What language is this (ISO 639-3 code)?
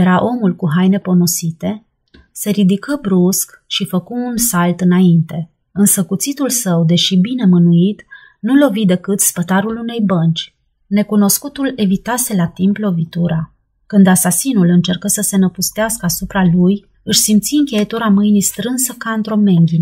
ron